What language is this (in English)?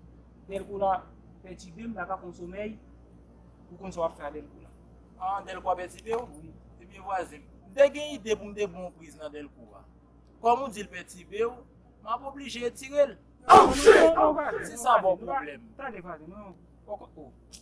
Haitian Creole